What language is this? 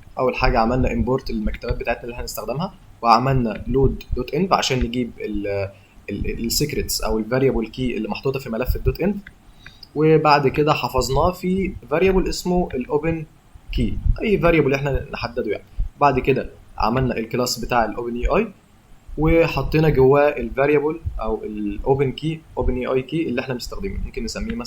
Egyptian Arabic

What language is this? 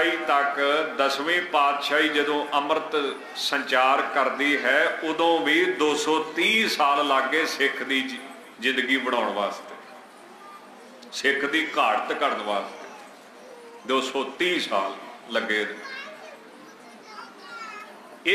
Punjabi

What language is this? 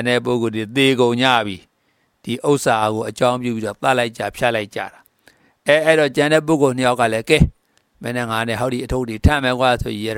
Burmese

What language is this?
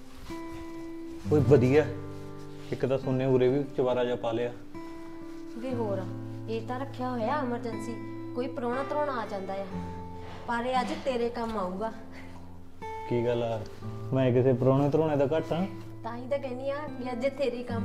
Punjabi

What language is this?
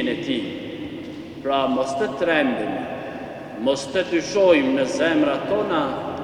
Albanian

